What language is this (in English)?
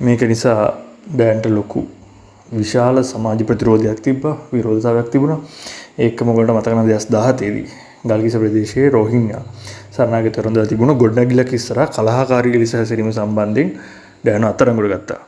Sinhala